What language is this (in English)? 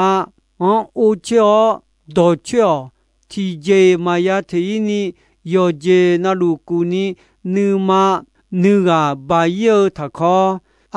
Akha